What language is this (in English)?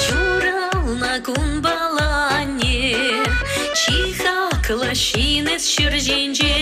Chuvash